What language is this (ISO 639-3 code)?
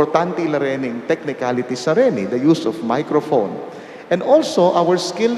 pam